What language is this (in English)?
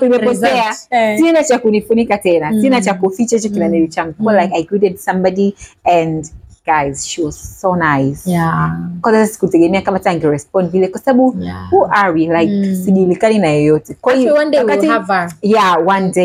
Swahili